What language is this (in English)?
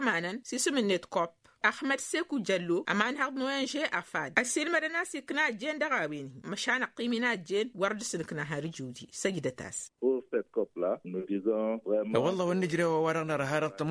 Tamasheq